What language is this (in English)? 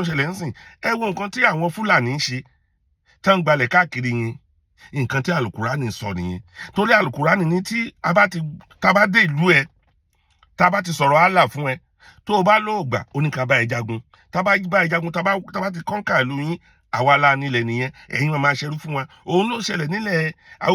Yoruba